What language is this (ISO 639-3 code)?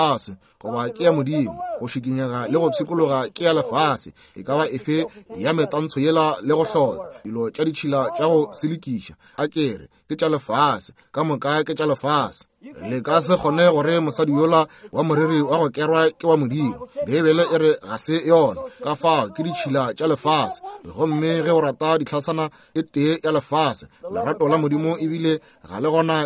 nso